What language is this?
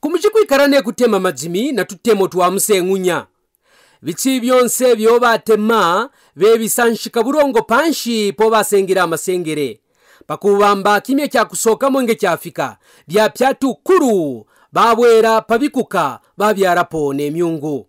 Kaonde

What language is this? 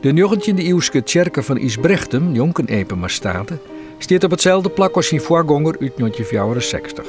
Western Frisian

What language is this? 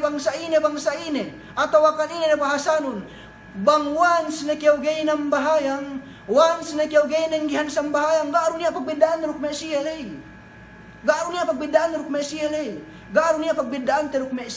Yakan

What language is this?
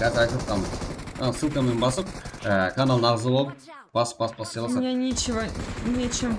Kara-Kalpak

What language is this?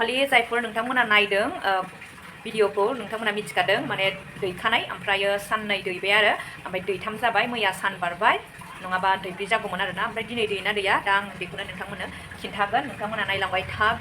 Bodo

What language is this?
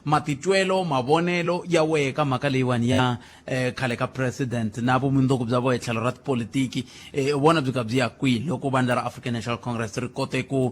Tsonga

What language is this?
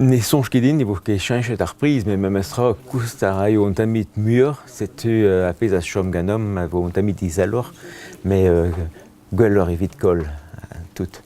Breton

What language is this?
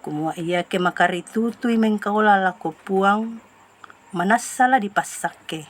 Toraja-Sa'dan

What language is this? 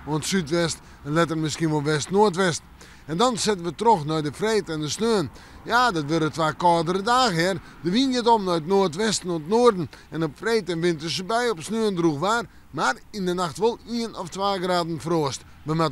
Western Frisian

